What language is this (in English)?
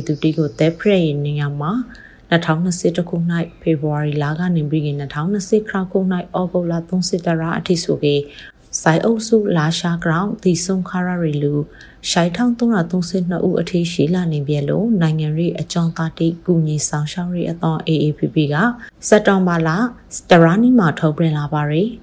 Burmese